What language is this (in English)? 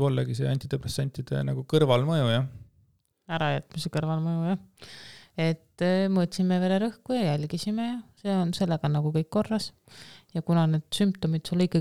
Estonian